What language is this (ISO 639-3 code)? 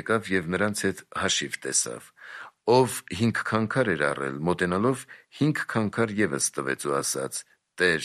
hye